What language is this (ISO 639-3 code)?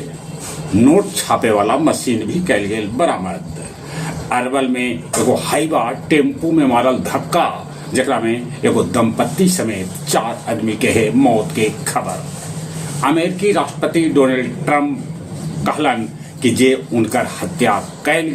mag